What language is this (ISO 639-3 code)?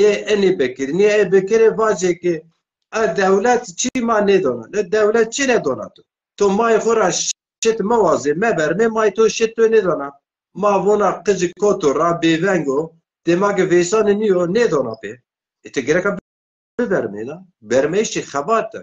zza